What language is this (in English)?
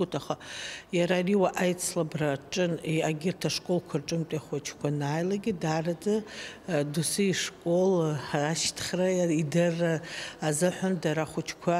Abkhazian